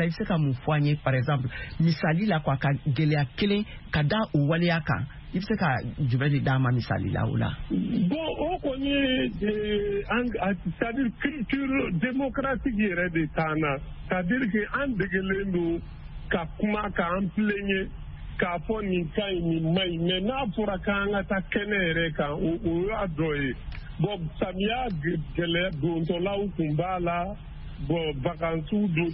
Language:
Bambara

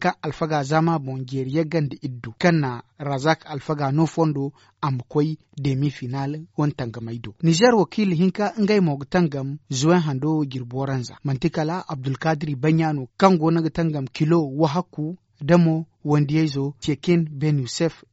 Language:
Zarma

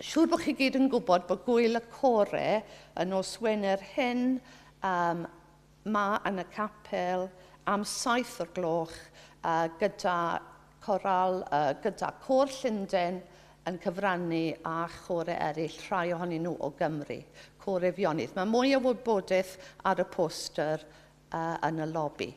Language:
Welsh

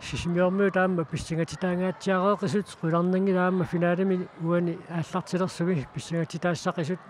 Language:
Kalaallisut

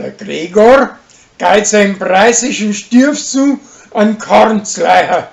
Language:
Bavarian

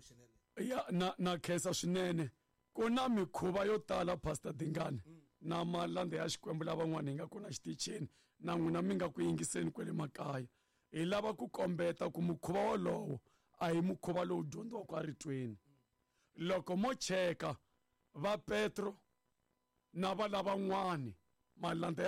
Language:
Tsonga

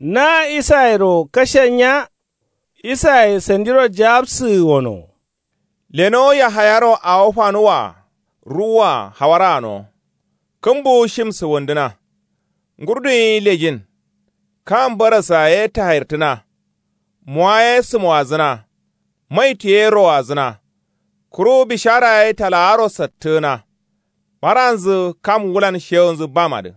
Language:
Kanuri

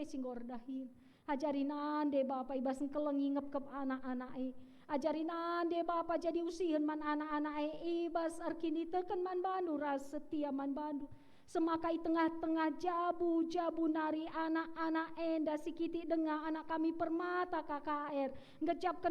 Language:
Batak Karo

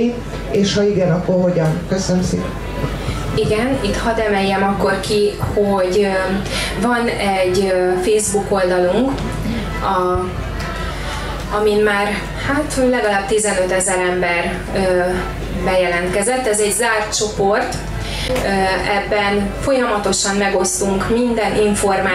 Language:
Hungarian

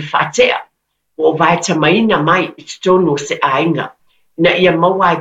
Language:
Samoan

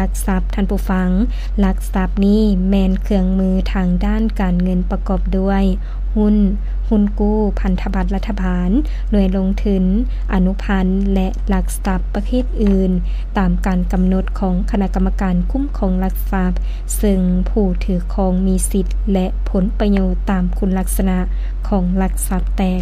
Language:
Lao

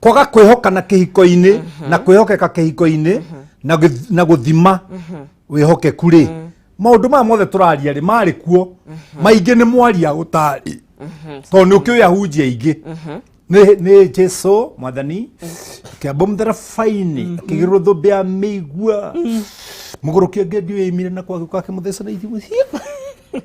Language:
Kikuyu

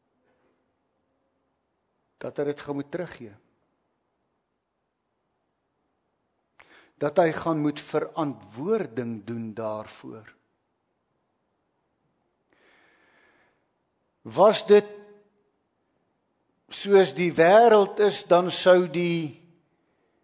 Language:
Afrikaans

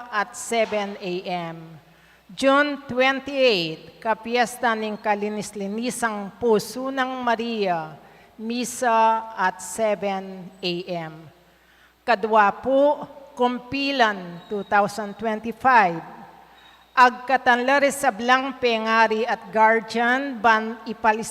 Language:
Pampanga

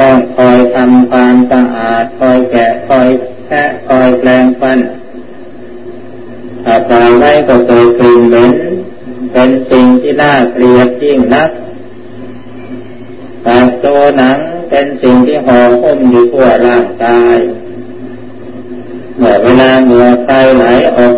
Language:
Thai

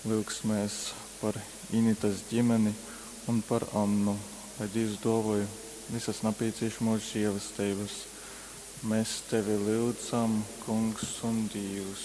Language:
Latgalian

